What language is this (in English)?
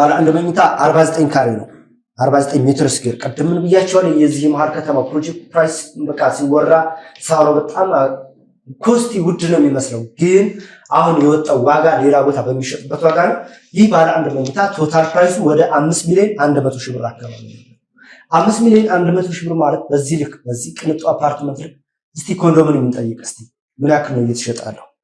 Amharic